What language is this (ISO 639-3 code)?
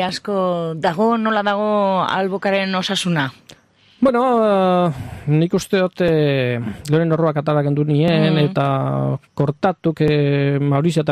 eus